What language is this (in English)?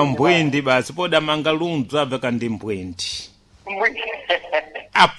Sena